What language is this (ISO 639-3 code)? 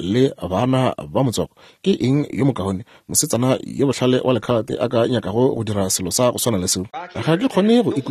nso